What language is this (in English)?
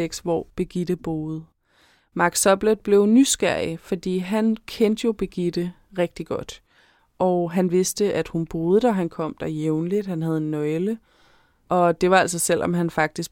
Danish